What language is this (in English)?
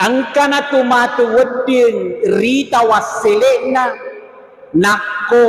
Buginese